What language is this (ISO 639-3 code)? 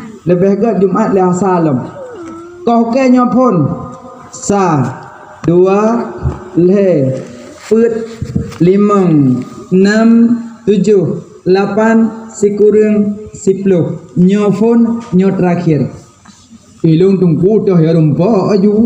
ace